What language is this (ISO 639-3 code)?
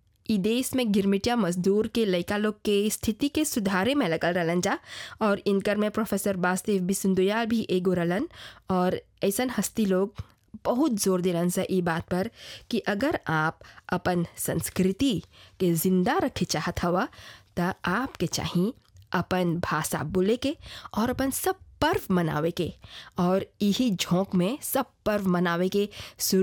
bho